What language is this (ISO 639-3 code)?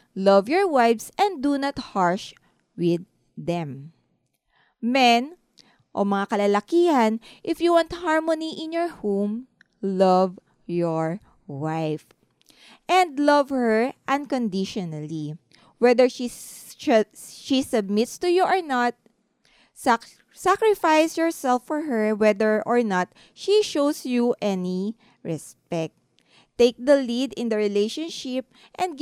fil